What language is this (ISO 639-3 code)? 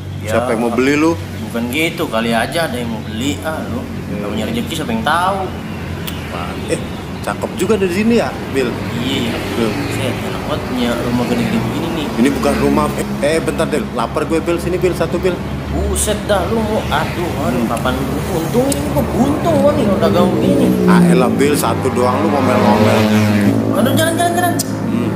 bew